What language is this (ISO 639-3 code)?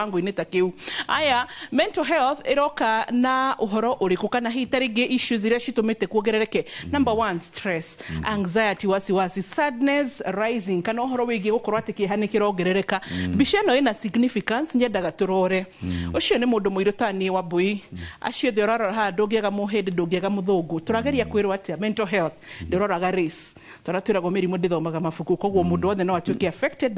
kik